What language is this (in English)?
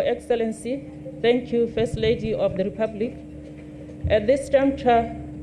Tswana